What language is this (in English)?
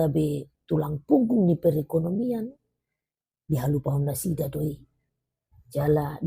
Batak Toba